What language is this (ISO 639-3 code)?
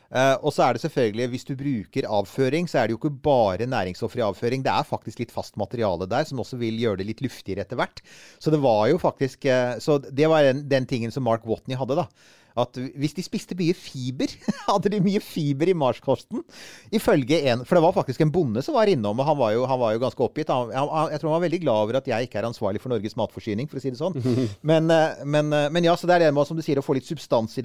nor